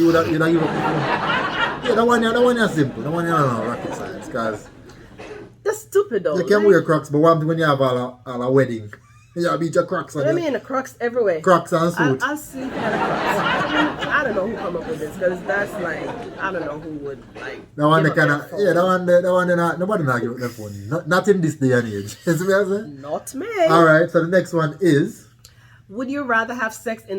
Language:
Jamaican Creole English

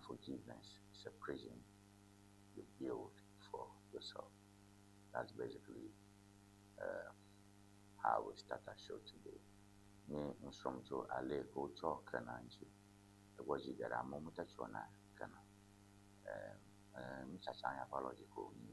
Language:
Ewe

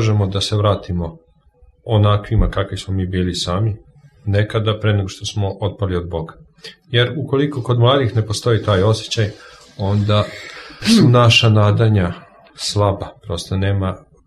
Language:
Serbian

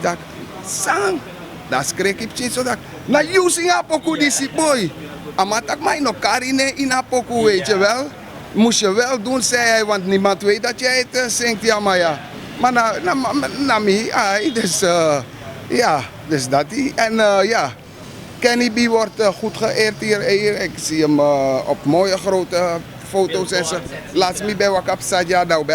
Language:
Sranan Tongo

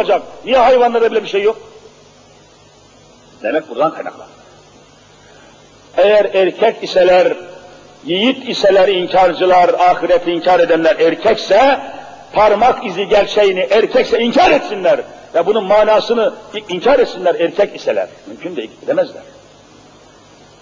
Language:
Turkish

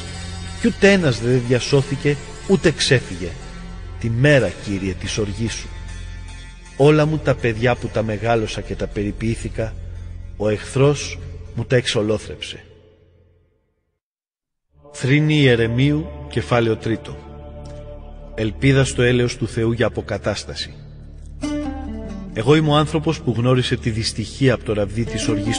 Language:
Greek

